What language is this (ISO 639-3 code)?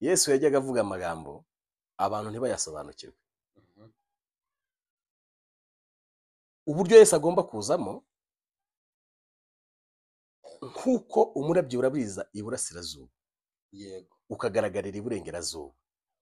kin